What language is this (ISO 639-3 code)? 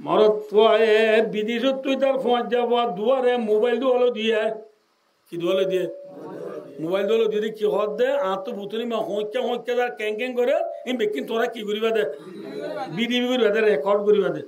rhg